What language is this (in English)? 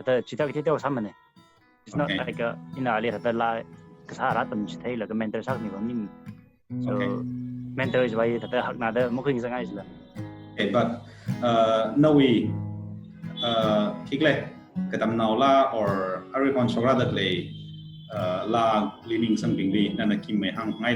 Tangkhul Naga (India)